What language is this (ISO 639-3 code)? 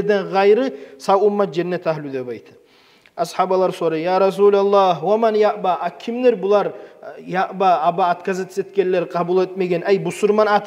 kum